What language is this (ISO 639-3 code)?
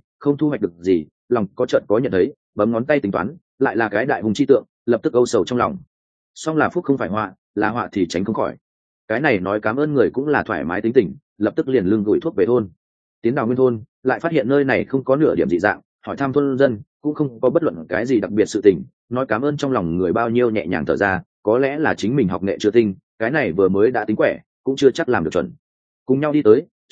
vie